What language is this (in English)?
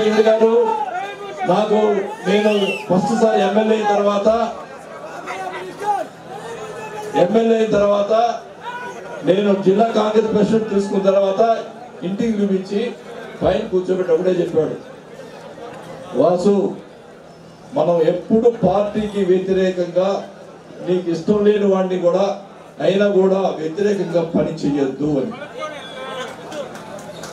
Telugu